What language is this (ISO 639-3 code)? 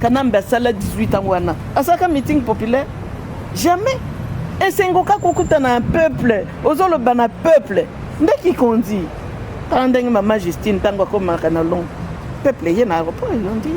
lin